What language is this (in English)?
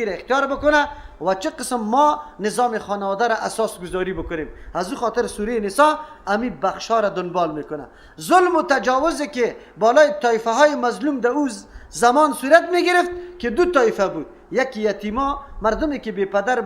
Persian